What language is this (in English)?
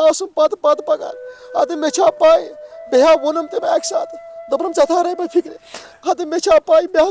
Kashmiri